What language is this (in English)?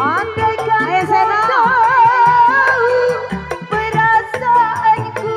Betawi